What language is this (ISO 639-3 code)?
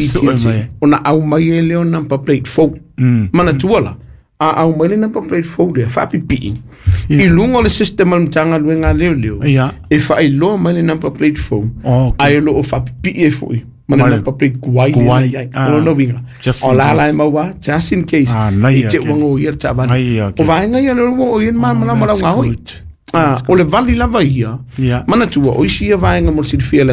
smo